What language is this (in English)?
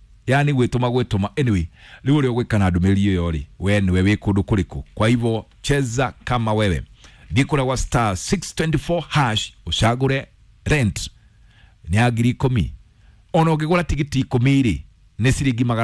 Kikuyu